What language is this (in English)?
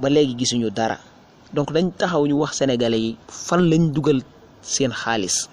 Wolof